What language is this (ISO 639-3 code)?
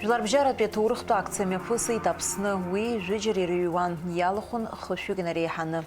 abk